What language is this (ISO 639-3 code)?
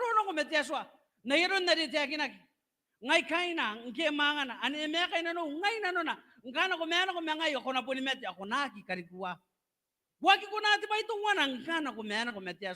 gil